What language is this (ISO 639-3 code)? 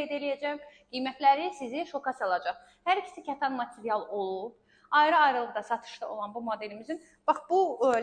aze